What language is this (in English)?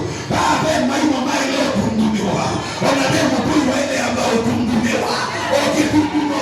Kamba